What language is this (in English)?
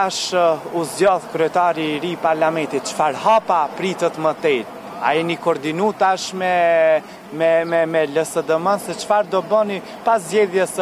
Albanian